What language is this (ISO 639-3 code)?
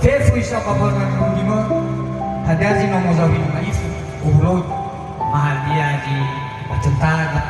nia